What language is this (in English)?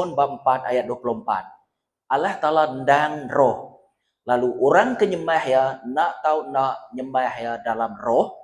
Iban